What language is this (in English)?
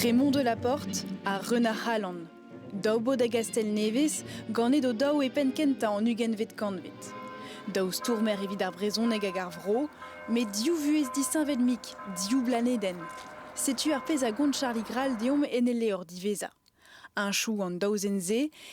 Breton